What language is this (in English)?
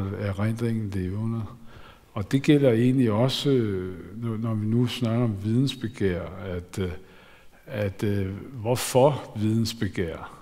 Danish